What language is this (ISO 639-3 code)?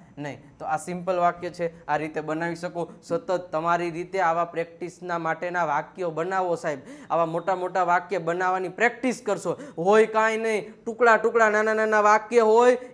guj